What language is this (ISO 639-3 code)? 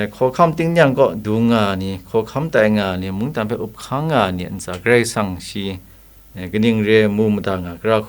kac